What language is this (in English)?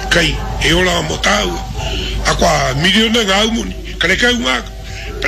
Māori